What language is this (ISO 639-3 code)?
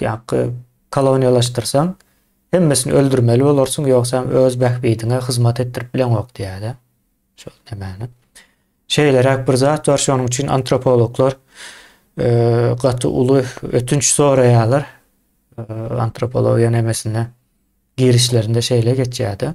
tuk